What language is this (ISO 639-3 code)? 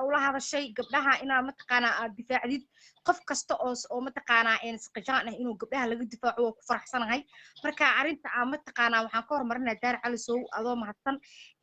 som